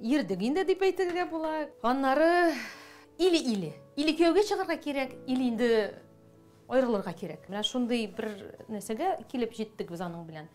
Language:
Tatar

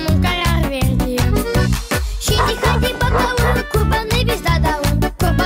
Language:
Gagauz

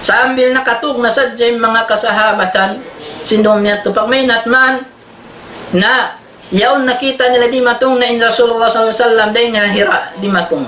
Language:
Tausug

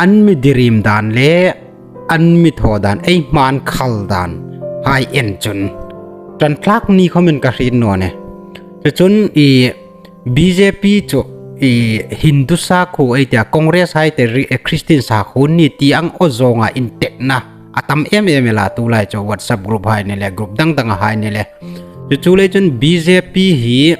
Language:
Hmar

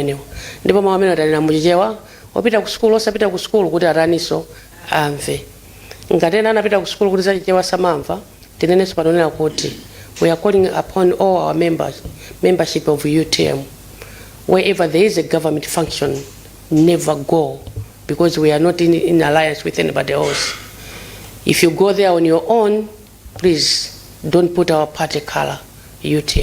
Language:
Nyanja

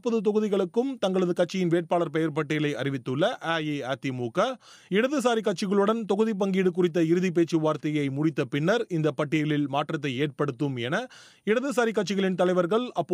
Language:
Tamil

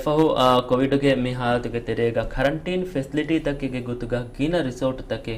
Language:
Divehi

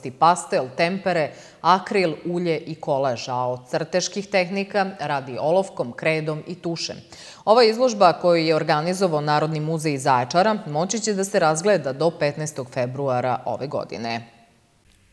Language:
Serbian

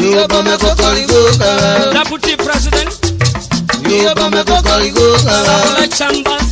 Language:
Urhobo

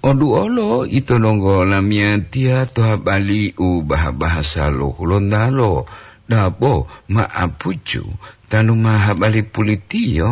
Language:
Gorontalo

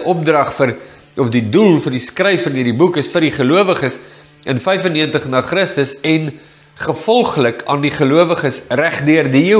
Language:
Afrikaans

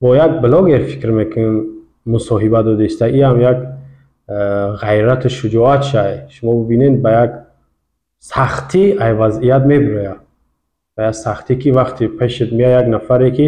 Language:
Tajik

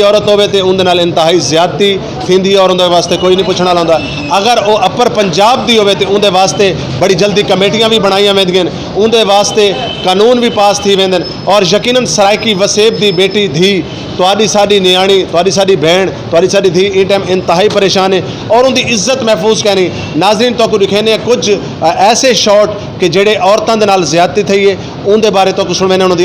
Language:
Saraiki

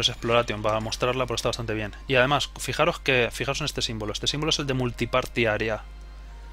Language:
Spanish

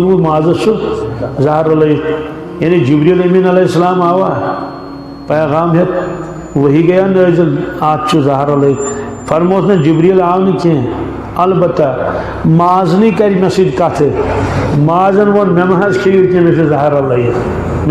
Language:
Kashmiri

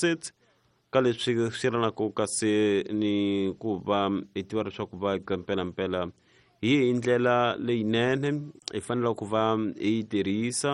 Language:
Tsonga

